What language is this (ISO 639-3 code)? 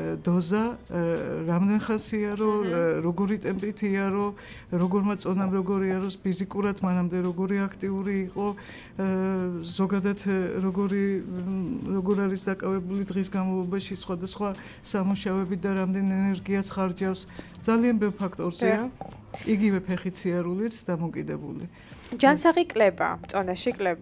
kat